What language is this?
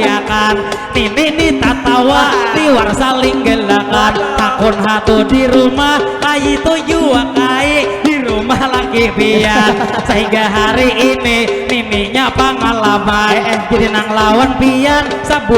Banjar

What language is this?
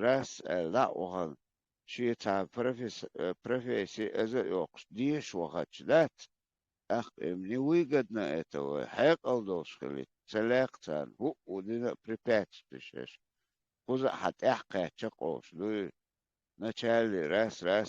Chechen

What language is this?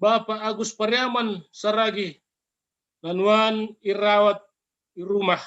Batak Simalungun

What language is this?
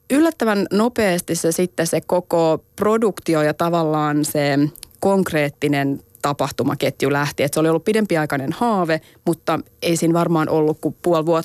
Finnish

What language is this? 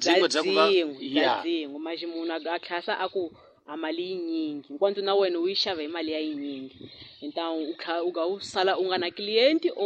Tsonga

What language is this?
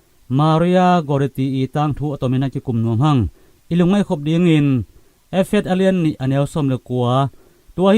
Tedim Chin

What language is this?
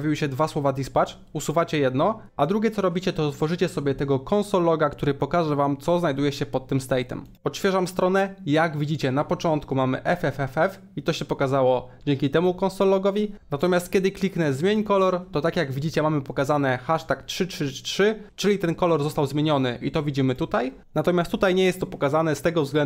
Polish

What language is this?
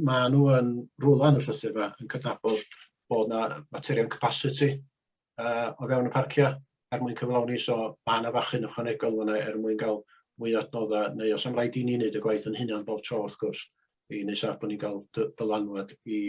Welsh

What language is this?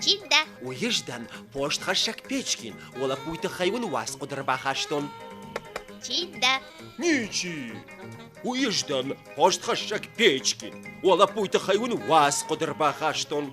Ossetic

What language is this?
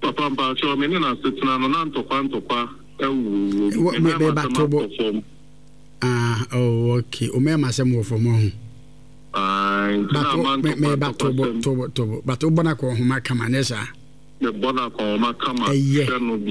Akan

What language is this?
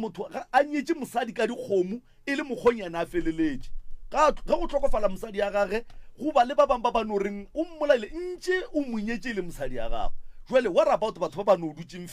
Northern Sotho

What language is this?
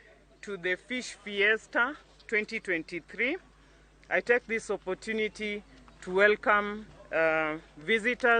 Luo (Kenya and Tanzania)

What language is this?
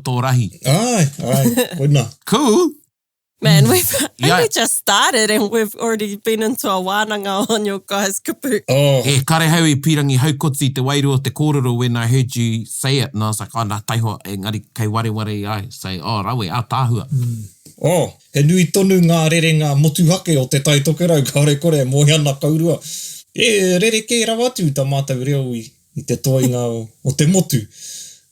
Māori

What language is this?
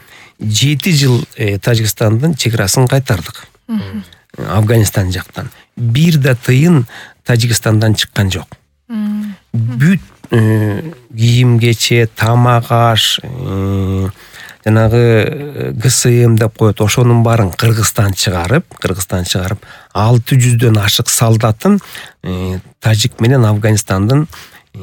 Kyrgyz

